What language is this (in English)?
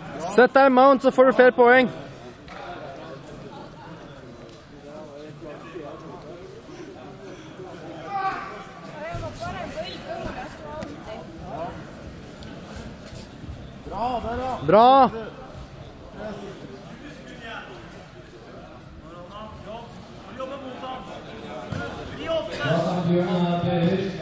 Norwegian